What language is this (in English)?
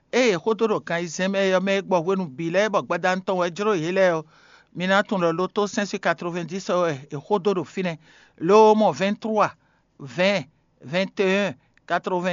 Fon